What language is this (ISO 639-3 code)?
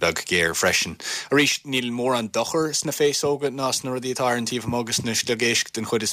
gle